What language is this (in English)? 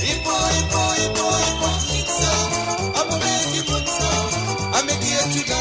Morisyen